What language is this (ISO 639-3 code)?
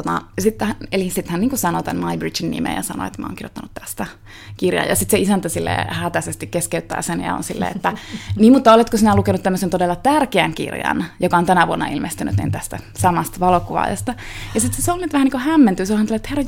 fin